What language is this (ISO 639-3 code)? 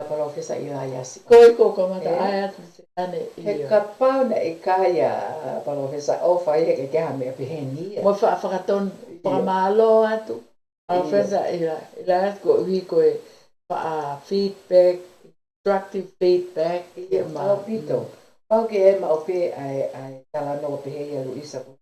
ton